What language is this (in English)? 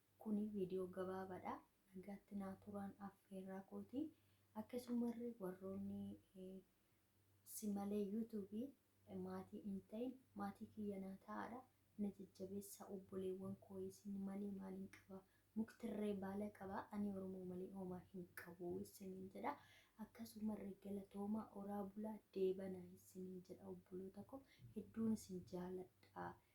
Oromo